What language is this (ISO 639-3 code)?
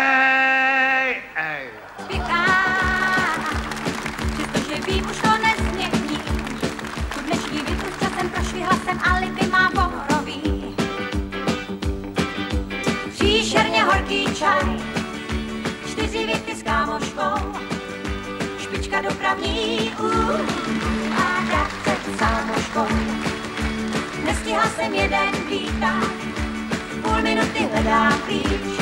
ces